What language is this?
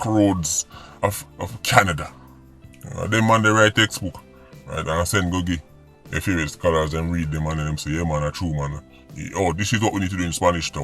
Jamaican Creole English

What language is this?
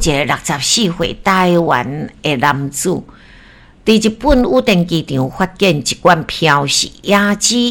Min Nan Chinese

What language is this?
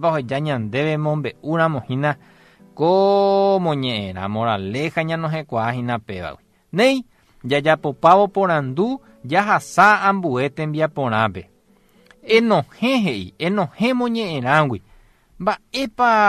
Guarani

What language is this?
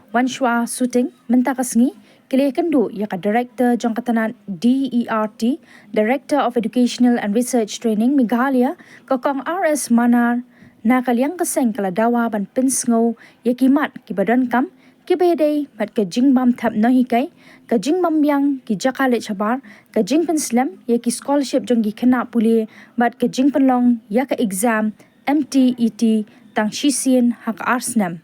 Khasi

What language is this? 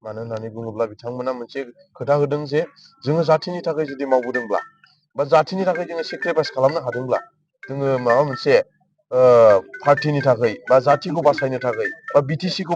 Bodo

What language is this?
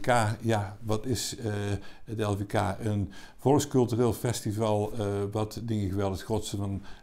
Limburgish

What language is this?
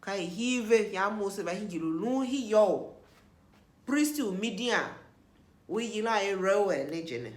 Tiv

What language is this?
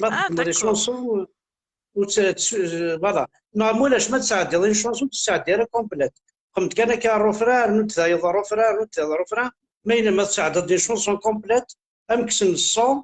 Kabyle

